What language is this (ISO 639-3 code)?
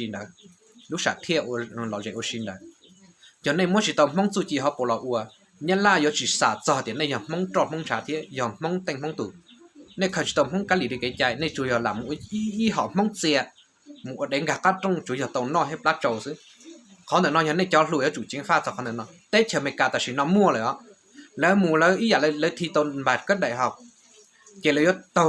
hmn